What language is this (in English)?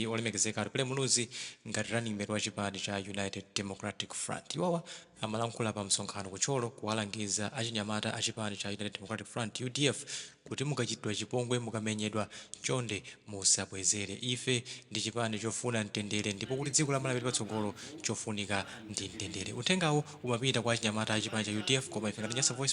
Nyanja